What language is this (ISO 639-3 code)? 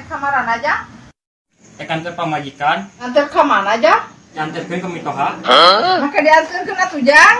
sun